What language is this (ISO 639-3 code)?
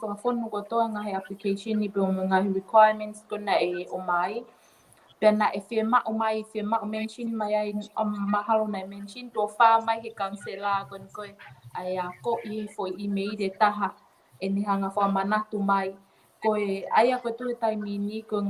ton